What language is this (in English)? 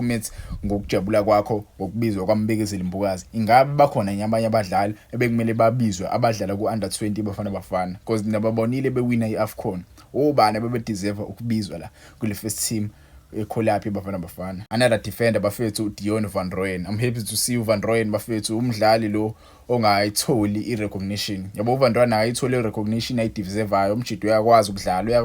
Zulu